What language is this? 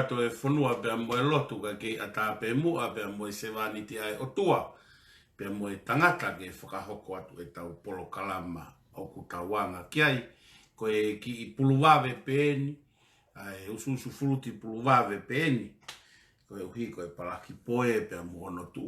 Tongan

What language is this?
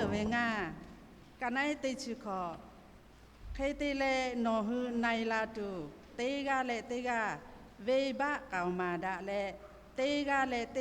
Lahu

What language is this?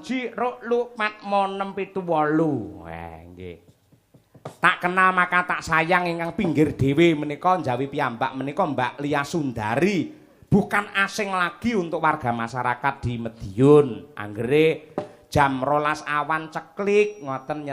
Javanese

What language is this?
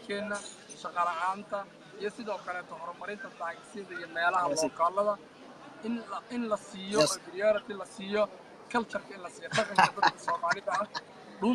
Somali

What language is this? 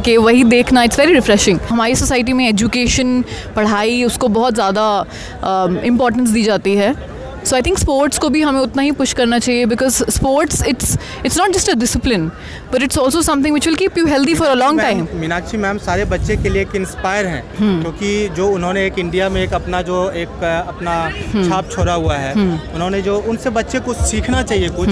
Hindi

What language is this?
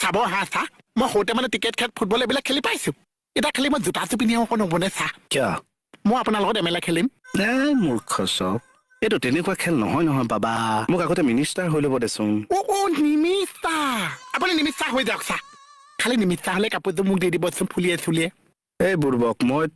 Assamese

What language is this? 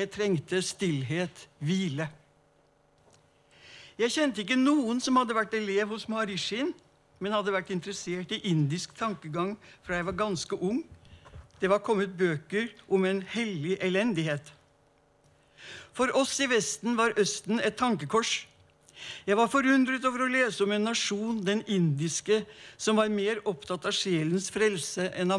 Norwegian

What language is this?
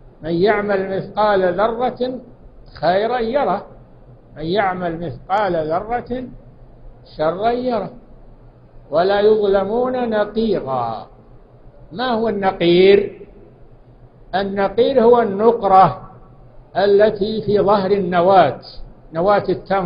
Arabic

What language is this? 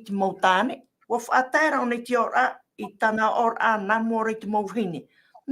Tahitian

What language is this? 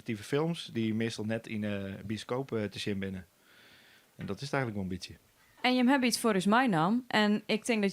Western Frisian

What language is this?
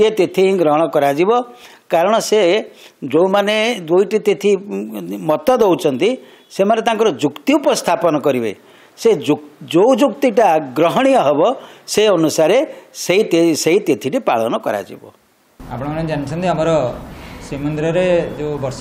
Odia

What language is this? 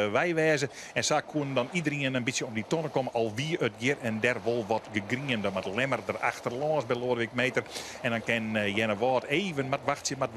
Western Frisian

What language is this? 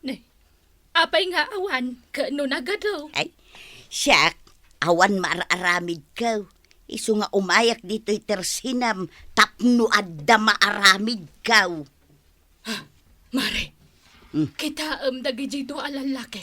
Iloko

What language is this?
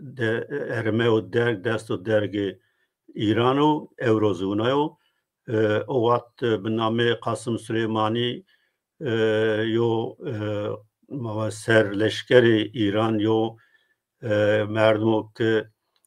Zaza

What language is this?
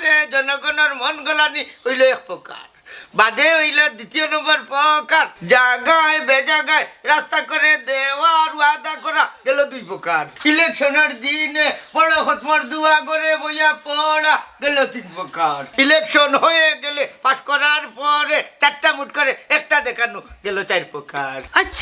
Sylheti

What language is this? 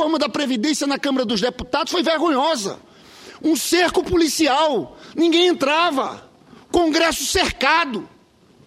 Portuguese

